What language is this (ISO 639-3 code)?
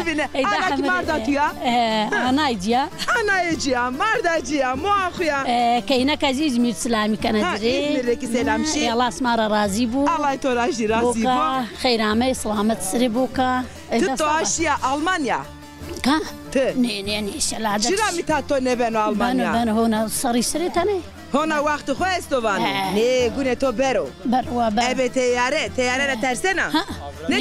zza